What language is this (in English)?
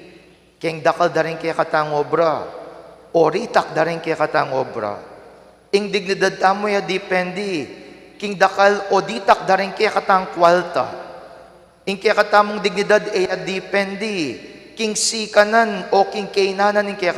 Pampanga